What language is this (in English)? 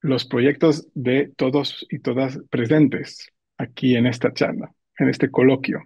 Ladino